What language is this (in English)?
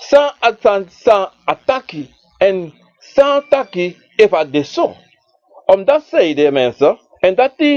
Sranan Tongo